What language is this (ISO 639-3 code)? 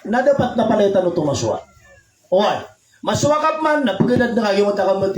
mrw